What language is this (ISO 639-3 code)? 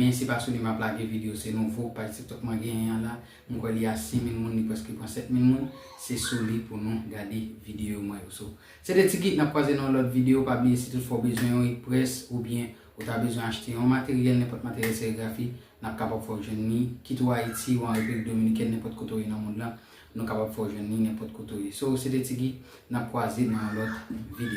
hat